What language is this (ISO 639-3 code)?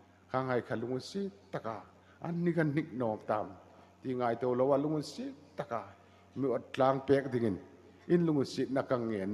hmr